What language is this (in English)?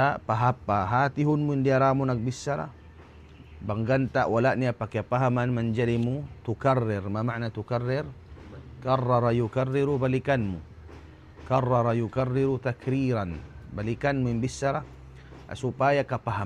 Tausug